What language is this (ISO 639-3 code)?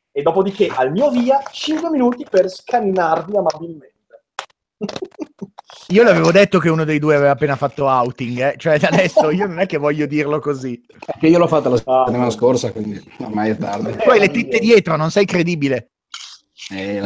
ita